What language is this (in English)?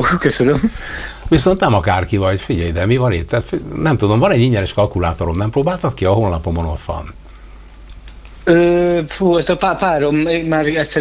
Hungarian